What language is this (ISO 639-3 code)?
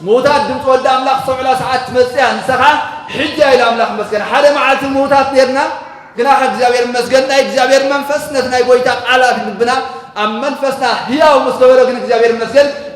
tir